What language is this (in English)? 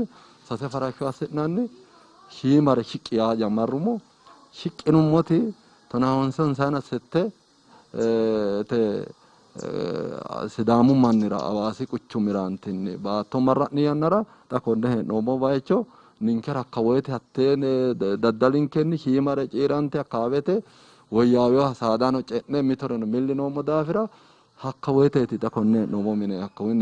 Sidamo